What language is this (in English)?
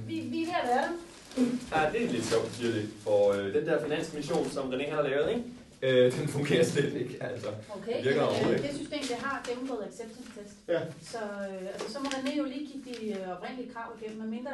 Danish